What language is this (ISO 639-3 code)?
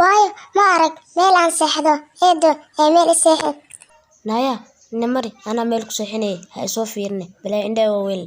som